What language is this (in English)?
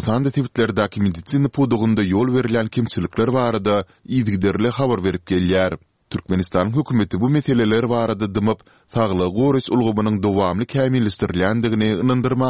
Turkmen